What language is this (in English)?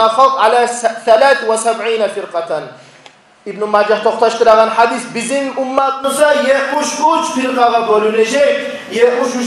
Kumyk